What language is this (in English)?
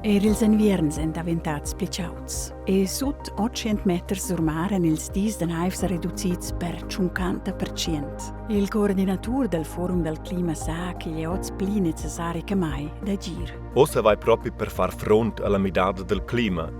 Romansh